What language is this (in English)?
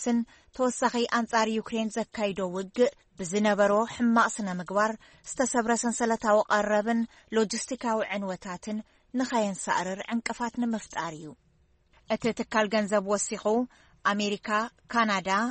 Tigrinya